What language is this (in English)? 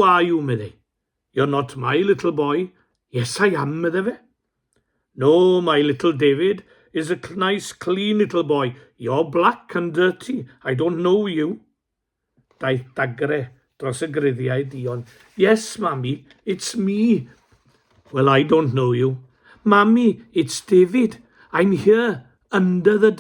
Welsh